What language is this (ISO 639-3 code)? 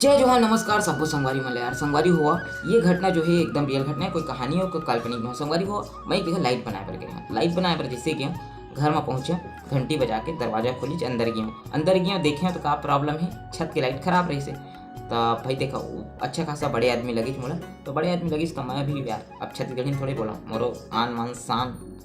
hne